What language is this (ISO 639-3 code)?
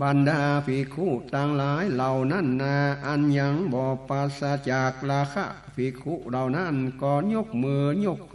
nod